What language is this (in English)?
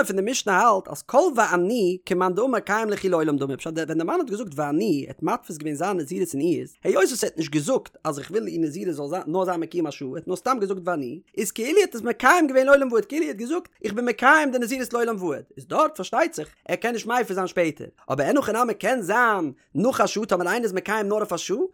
Yiddish